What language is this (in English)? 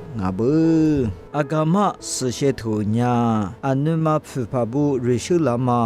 Lisu